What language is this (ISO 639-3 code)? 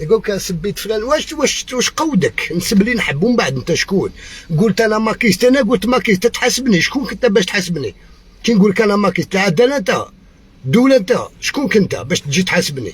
arq